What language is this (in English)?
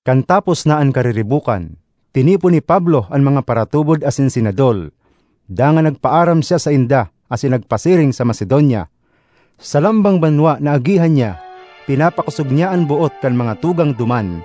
Bikol